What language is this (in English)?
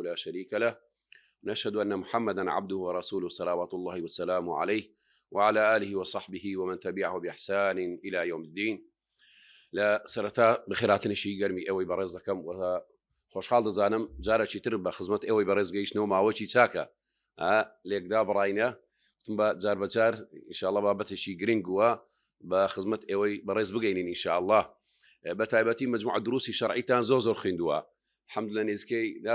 Central Kurdish